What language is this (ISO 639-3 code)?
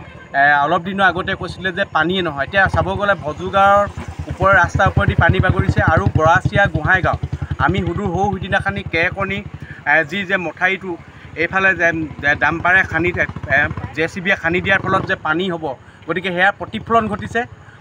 asm